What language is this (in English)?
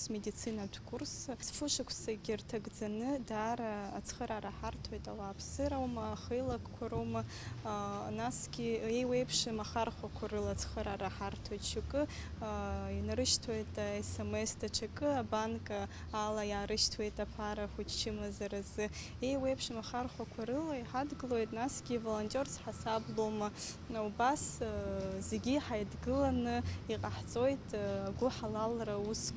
Abkhazian